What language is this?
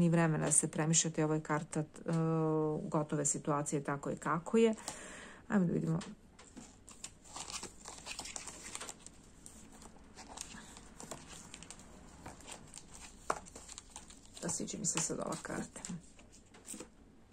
Serbian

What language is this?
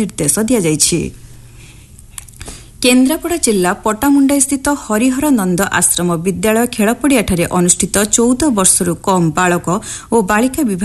Odia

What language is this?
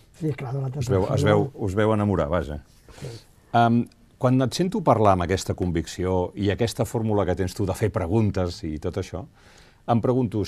Catalan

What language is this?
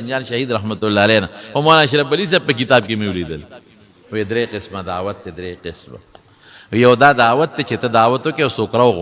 Pashto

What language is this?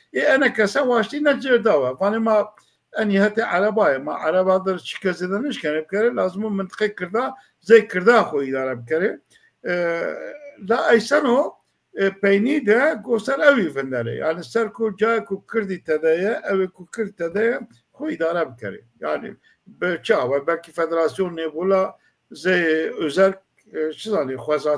Zaza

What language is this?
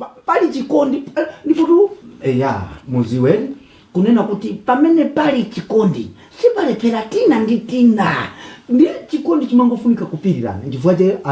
Nyanja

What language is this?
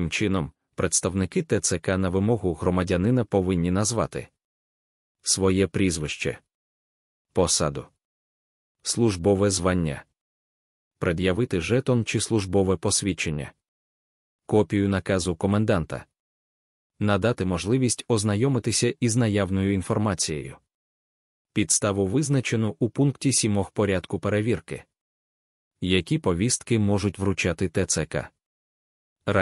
Ukrainian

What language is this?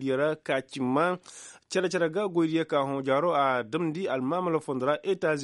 Koyraboro Senni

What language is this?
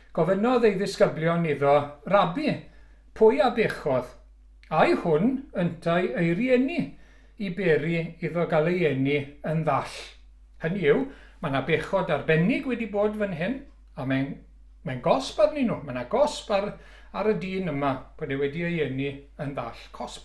Welsh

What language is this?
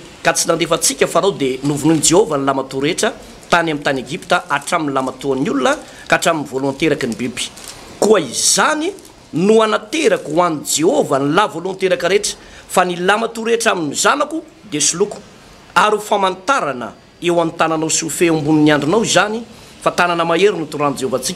Malagasy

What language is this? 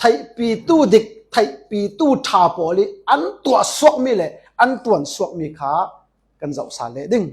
Falam Chin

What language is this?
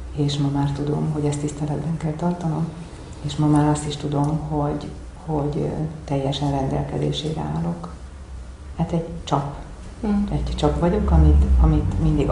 Hungarian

